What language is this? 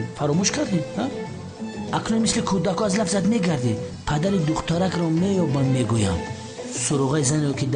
Tajik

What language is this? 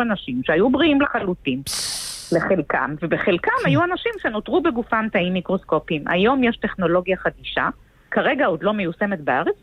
Hebrew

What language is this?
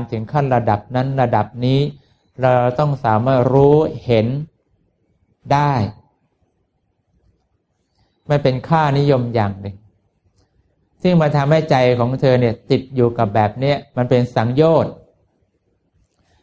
Thai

